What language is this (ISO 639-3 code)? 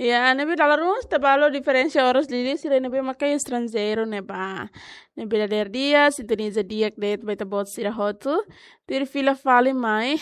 tet